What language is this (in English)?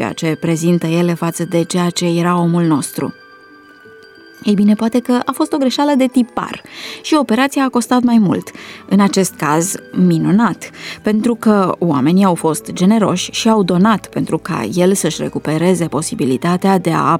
Romanian